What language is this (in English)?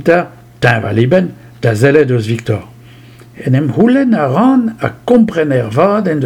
Breton